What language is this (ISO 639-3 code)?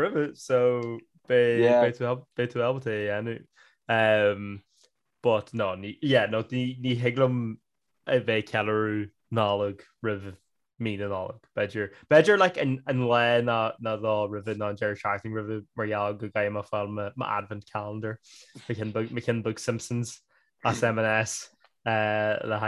gle